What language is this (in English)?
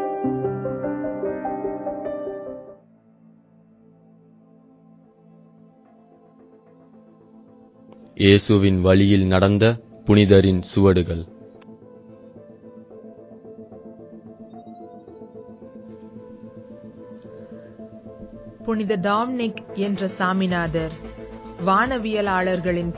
Tamil